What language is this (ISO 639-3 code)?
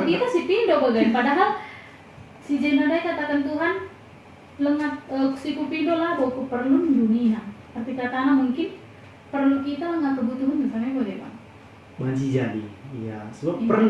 btx